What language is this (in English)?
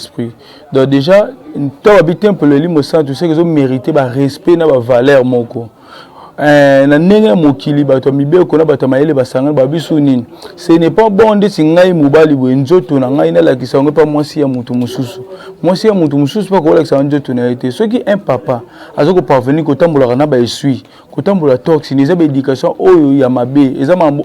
Lingala